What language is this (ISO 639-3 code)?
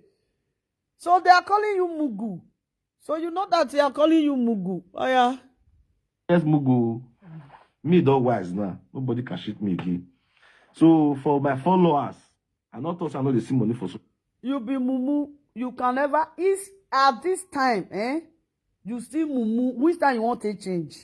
pcm